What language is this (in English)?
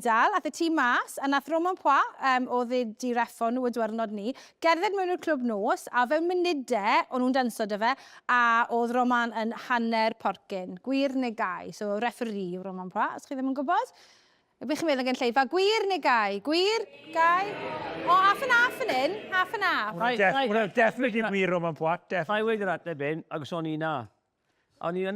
Welsh